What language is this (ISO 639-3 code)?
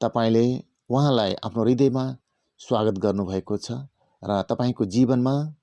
nep